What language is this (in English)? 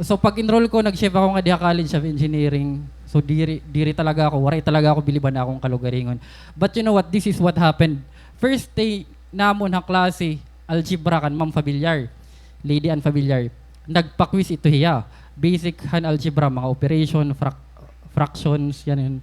Waray